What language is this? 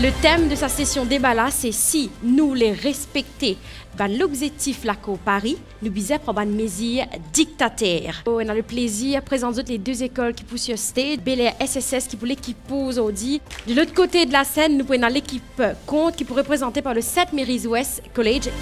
Morisyen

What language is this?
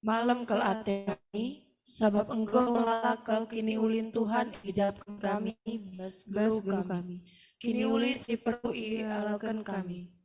Batak Karo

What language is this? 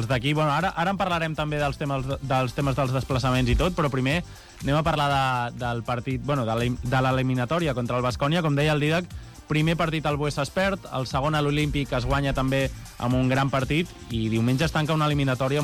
Catalan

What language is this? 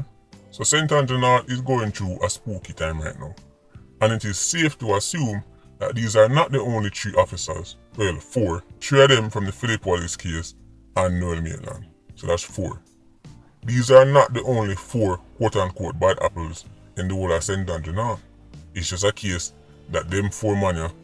Jamaican Creole English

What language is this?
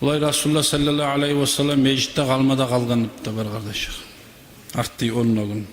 Kumyk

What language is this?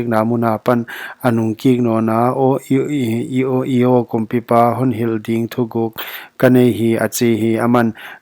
Paite Chin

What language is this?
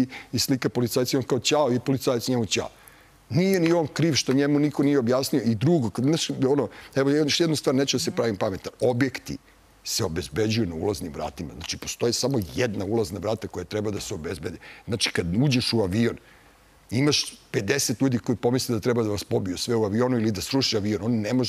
Serbian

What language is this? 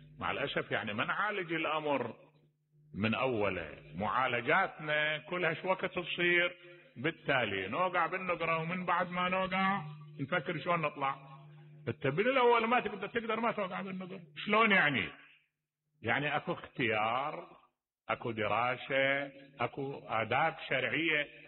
Mesopotamian Arabic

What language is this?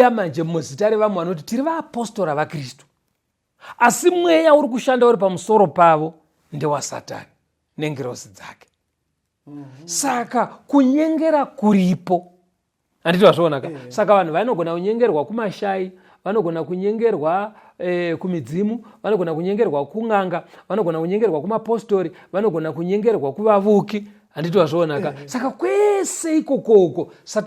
Shona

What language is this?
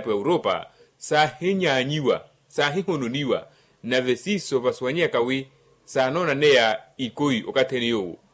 Makhuwa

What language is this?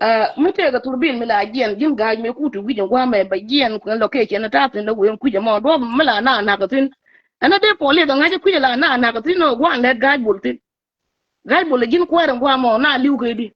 Nuer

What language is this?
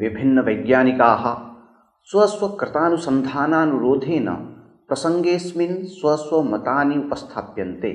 Sanskrit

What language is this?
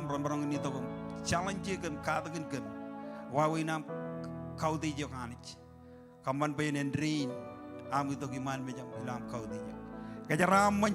Marshallese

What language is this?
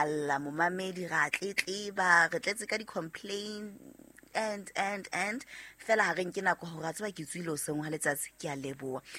Southern Sotho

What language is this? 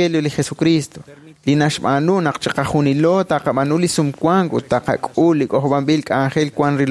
Kekchí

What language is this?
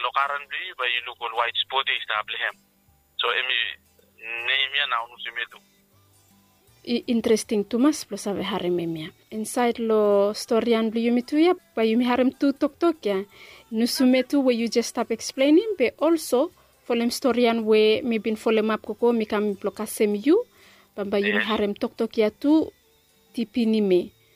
Bislama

